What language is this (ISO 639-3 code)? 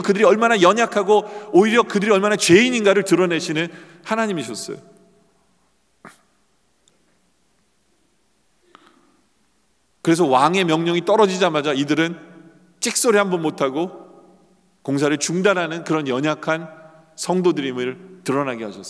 kor